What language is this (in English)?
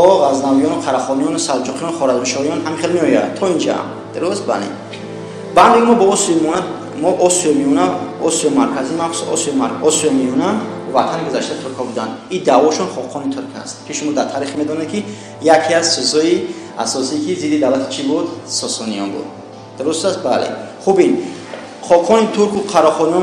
Tajik